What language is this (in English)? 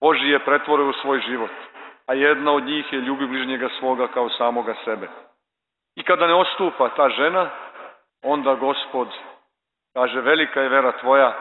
Serbian